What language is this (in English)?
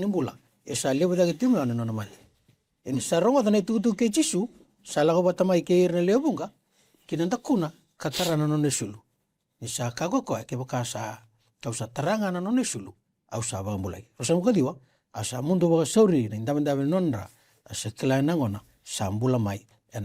Fijian